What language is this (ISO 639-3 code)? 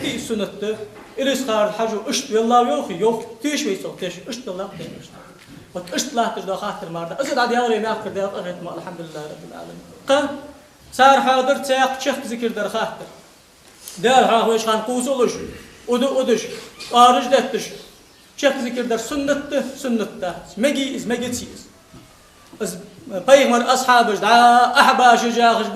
inh